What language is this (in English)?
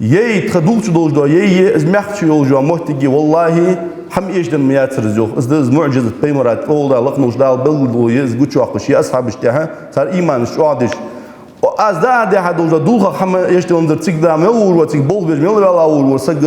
Ingush